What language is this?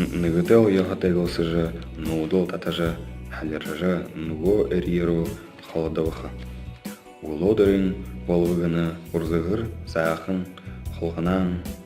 Buriat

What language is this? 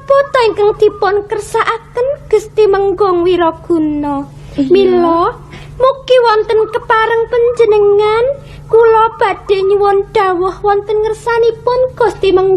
Javanese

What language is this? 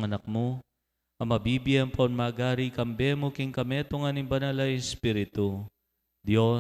Pampanga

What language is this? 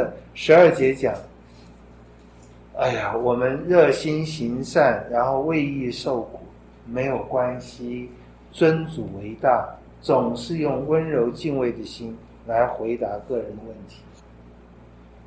Chinese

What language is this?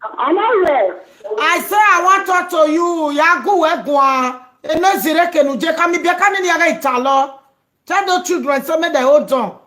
Nigerian Pidgin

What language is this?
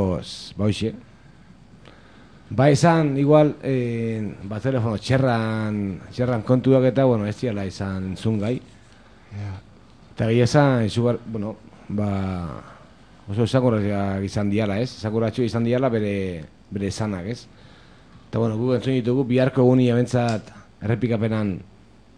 Basque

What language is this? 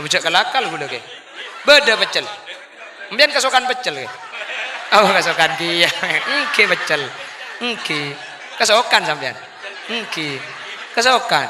Madurese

